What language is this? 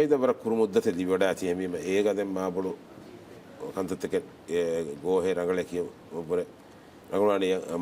Divehi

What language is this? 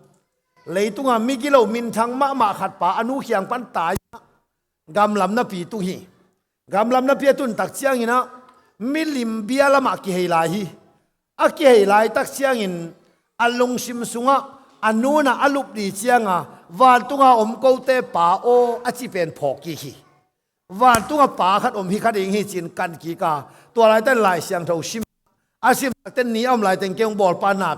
Tedim Chin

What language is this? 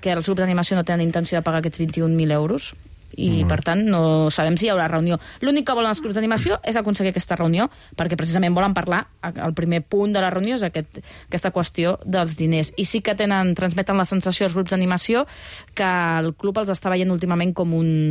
Catalan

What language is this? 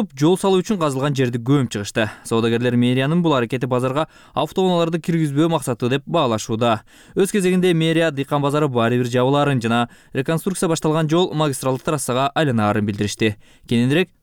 Kyrgyz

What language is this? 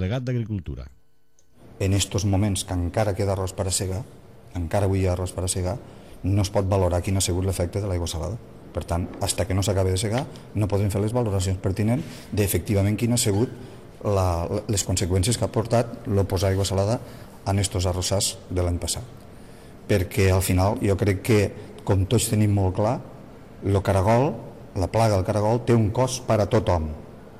Catalan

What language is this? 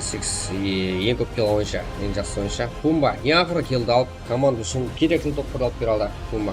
Kara-Kalpak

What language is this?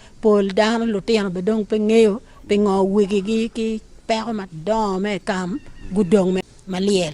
Acoli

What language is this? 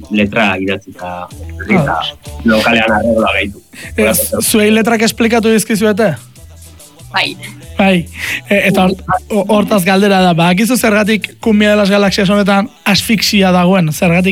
Basque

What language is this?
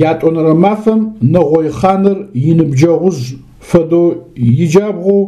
Adyghe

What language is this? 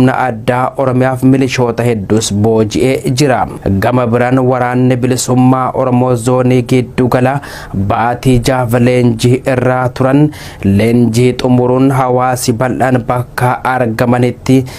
Oromo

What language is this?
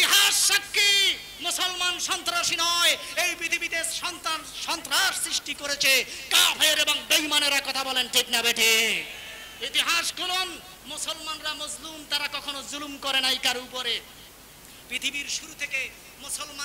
Bangla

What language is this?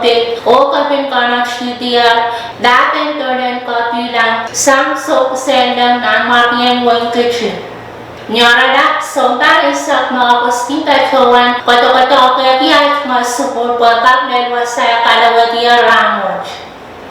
Pohnpeian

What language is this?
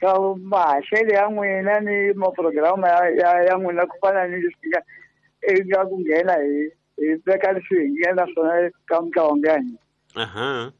Tsonga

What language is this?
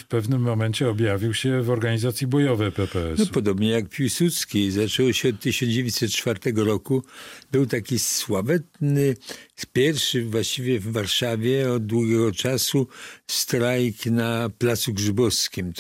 Polish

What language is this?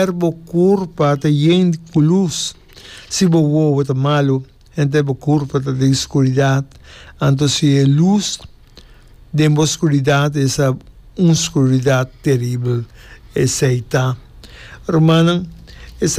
Papiamento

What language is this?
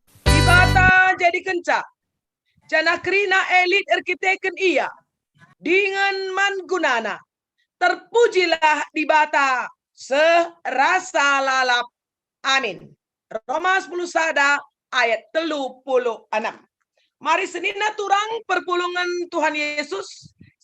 Batak Karo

